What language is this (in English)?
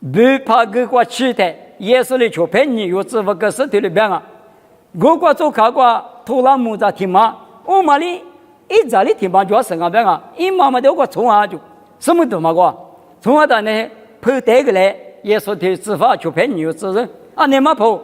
Lisu